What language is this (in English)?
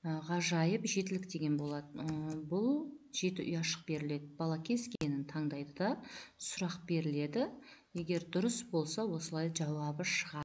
Kazakh